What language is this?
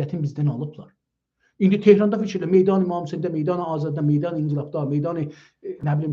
South Azerbaijani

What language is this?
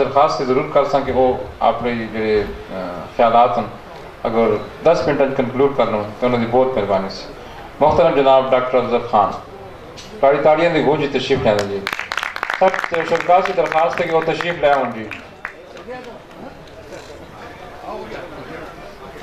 Urdu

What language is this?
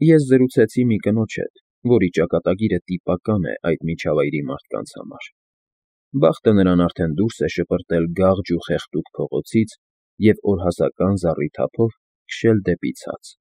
Armenian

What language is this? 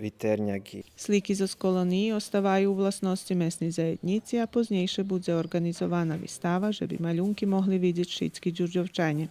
Rusyn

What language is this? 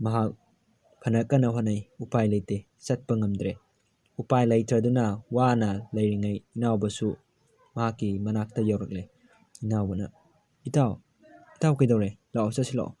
Manipuri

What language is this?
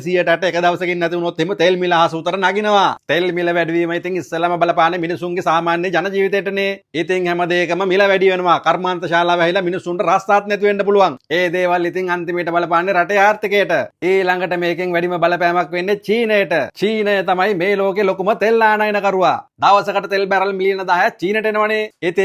Sinhala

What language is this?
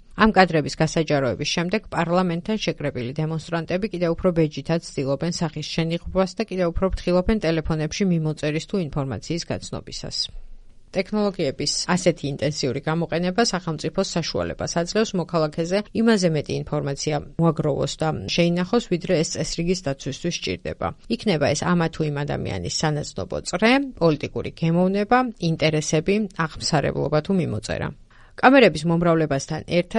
Georgian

